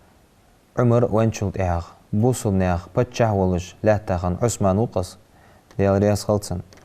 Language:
Ingush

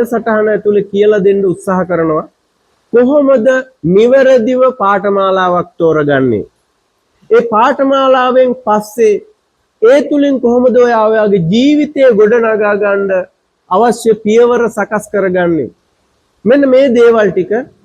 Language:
Sinhala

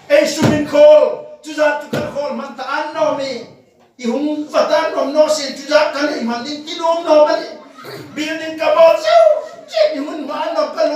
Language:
Hmar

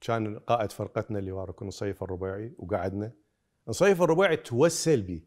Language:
Mesopotamian Arabic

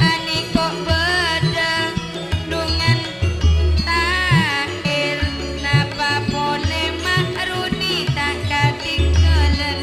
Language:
Madurese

